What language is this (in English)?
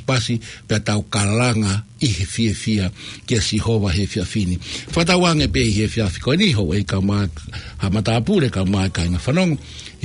Tongan